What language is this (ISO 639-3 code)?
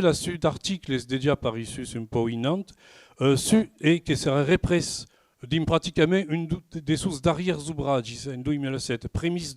oci